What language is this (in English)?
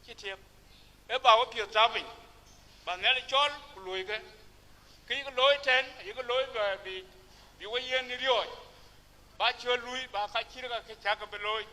Dinka